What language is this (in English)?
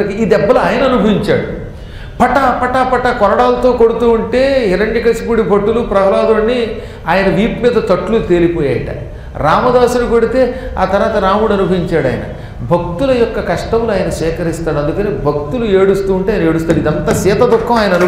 Telugu